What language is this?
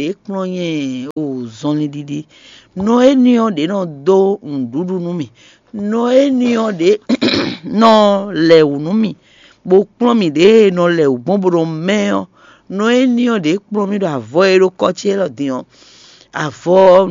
Fon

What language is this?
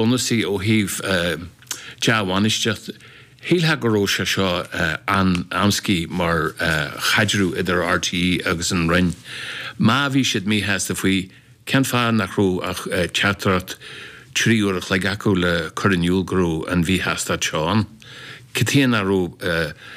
Irish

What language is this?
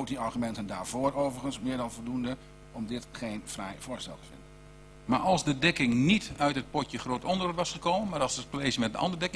Dutch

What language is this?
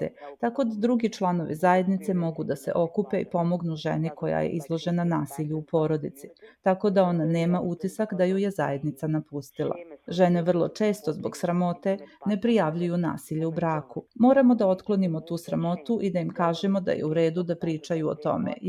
Serbian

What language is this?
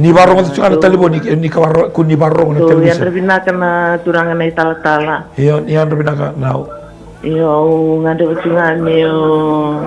Fijian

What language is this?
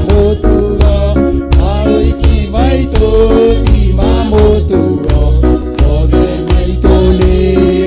Kikuyu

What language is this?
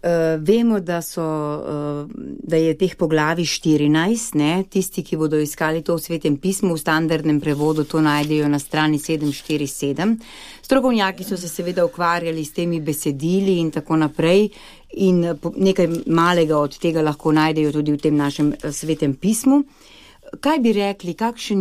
Slovenian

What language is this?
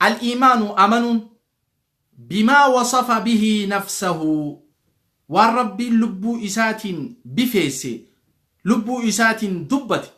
Oromo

